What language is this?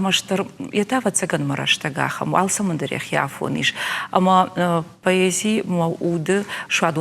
Ossetic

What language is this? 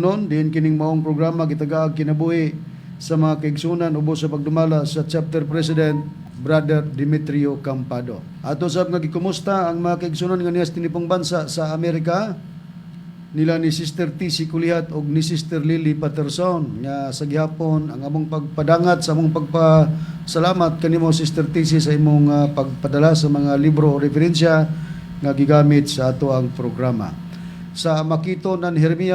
Cebuano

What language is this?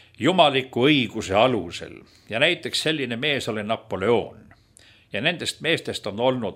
Estonian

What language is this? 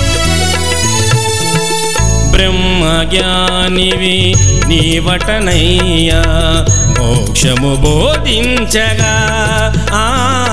Telugu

